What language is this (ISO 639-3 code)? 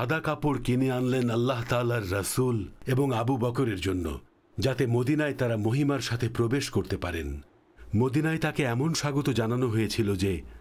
ben